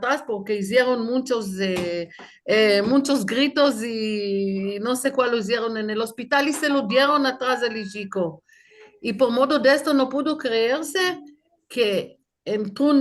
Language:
Ladino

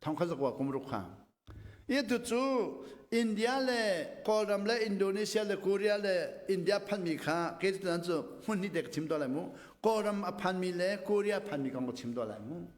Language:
Hakha Chin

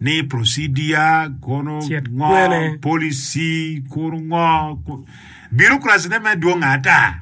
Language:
Acoli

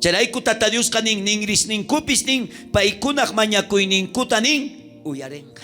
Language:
South Bolivian Quechua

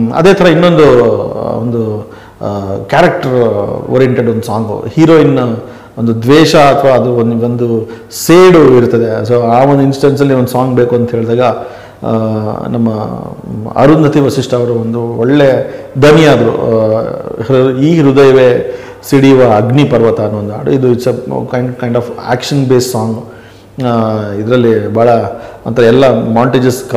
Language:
Kannada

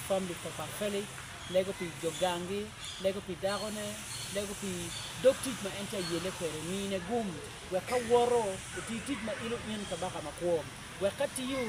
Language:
Acoli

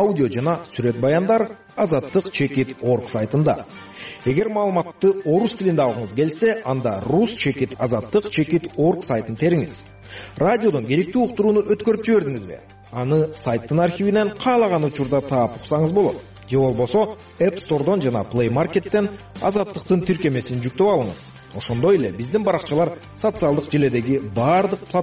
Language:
Kyrgyz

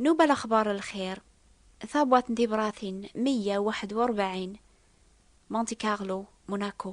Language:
Kabyle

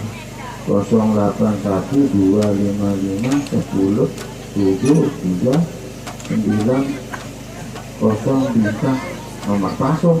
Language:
Sasak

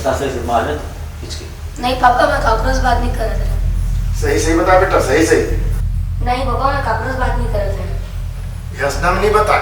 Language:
Chhattisgarhi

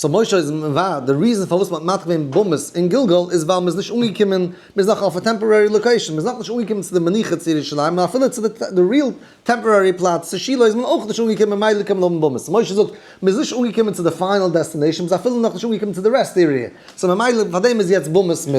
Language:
Yiddish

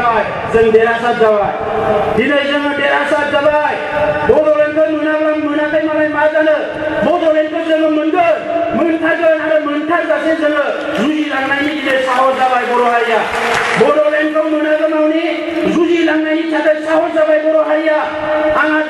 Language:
Bodo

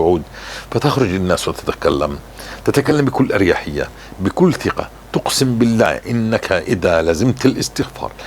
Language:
North Levantine Arabic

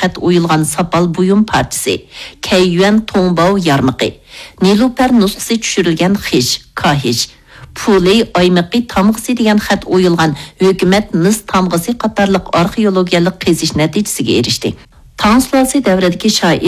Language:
Uyghur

